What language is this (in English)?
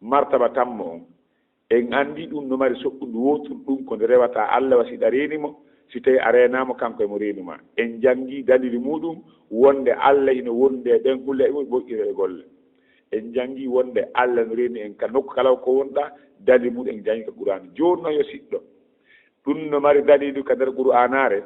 Fula